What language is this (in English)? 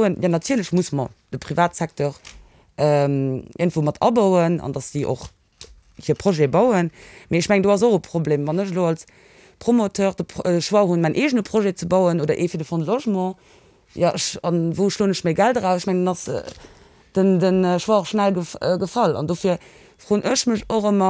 Luxembourgish